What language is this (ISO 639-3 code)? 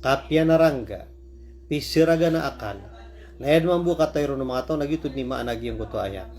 mrw